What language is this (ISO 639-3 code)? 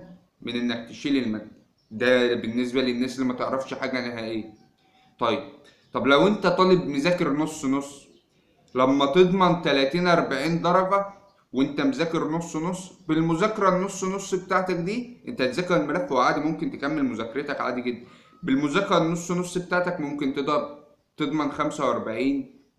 arz